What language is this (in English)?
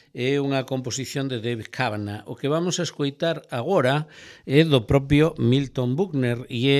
Galician